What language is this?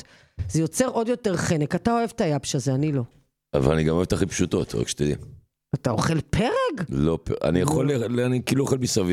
Hebrew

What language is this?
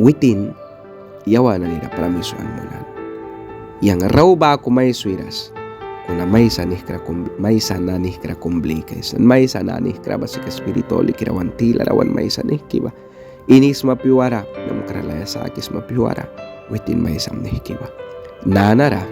Mískito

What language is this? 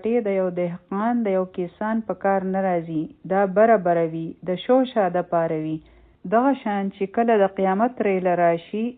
Pashto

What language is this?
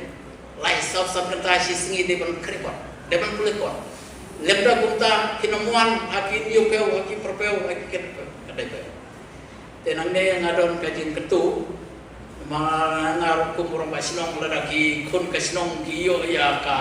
Khasi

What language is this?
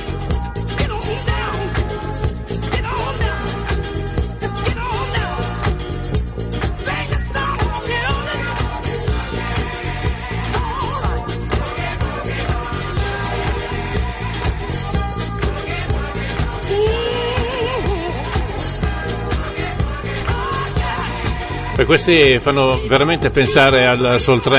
Italian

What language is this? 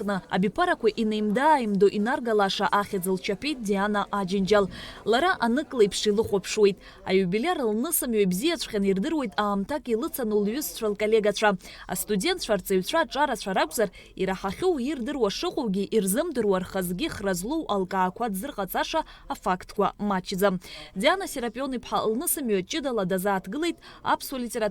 Abkhazian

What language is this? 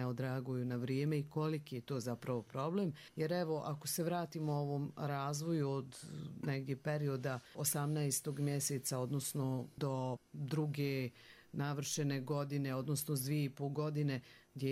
Croatian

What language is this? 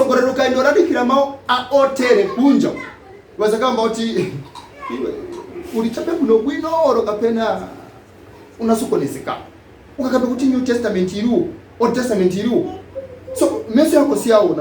Nyanja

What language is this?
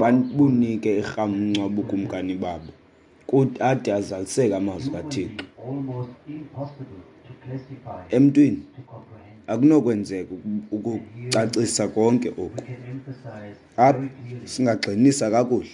Xhosa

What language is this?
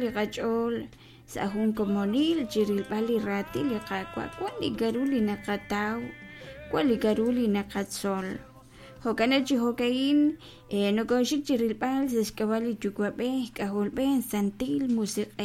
Kekchí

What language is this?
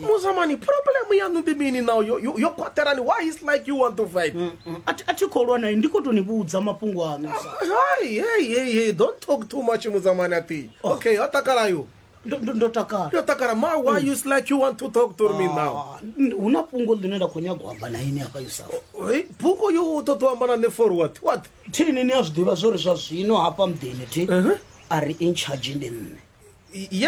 Venda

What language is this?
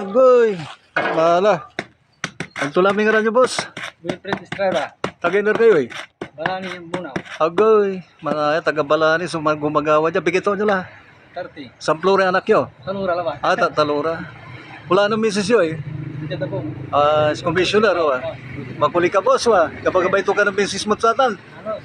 Pangasinan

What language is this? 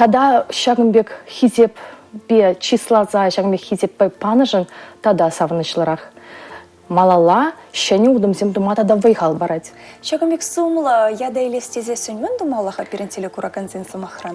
Chuvash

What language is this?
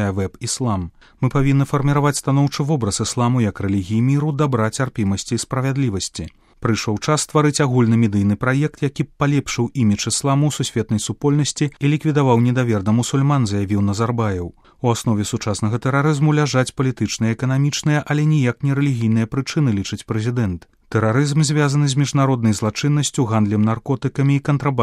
Belarusian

